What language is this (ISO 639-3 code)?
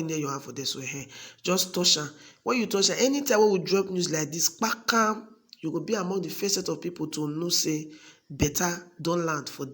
pcm